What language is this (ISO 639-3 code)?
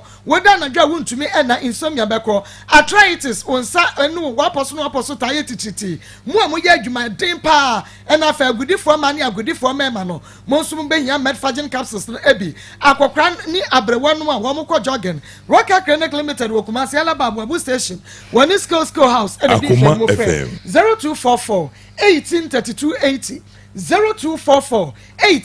aka